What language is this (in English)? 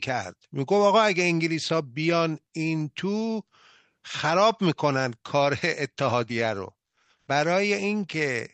Persian